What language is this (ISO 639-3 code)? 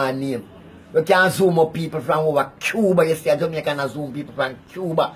jam